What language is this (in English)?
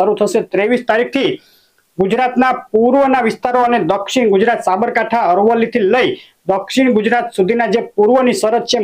Gujarati